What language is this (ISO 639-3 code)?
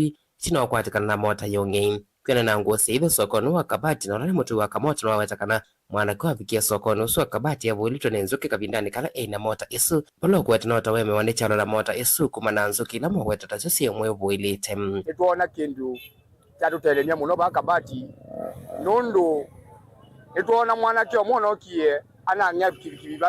kam